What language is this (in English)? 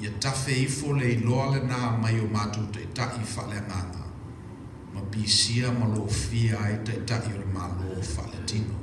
Samoan